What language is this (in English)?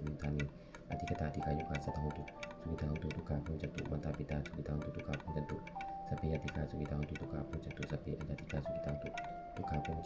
Pali